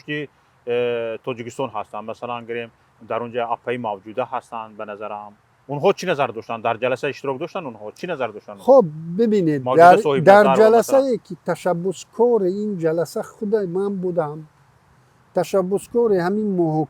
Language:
Tajik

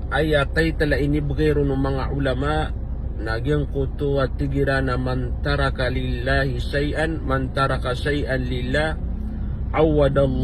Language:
Maranao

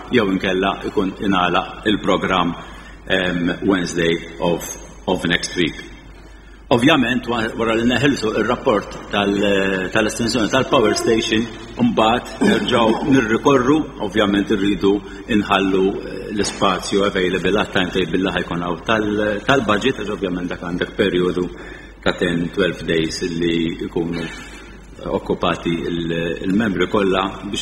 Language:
Maltese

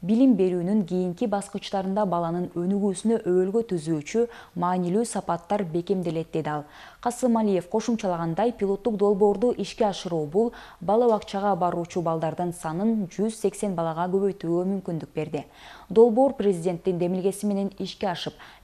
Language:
Kyrgyz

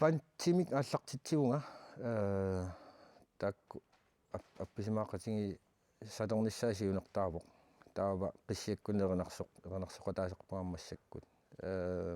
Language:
Kalaallisut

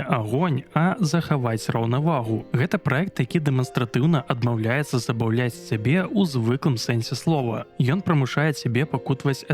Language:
Belarusian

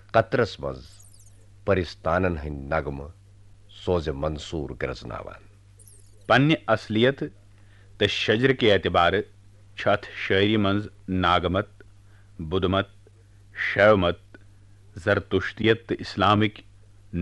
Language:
Kashmiri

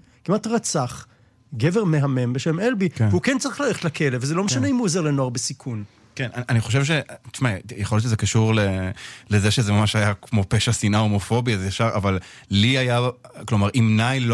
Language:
Hebrew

